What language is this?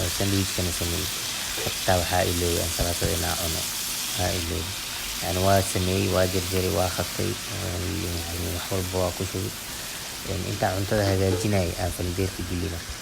Somali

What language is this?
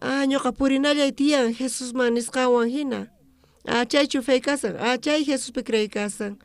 South Bolivian Quechua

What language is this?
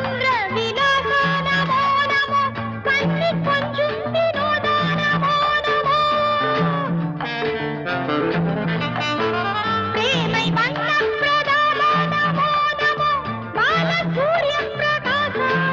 Tamil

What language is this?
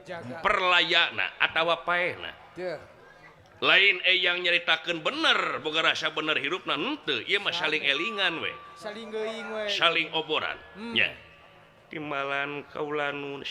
Sundanese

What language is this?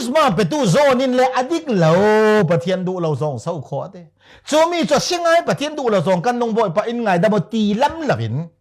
Falam Chin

